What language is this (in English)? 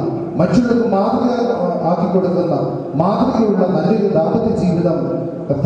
Malayalam